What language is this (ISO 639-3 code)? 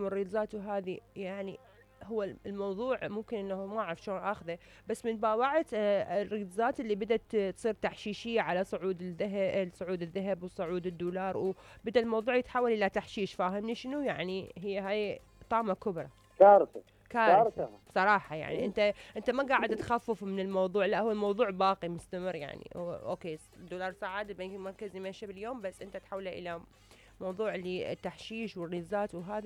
acm